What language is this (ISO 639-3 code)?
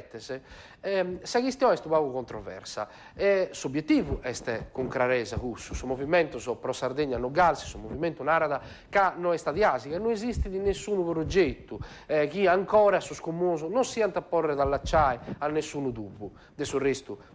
srd